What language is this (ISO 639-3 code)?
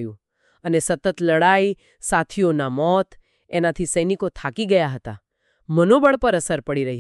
guj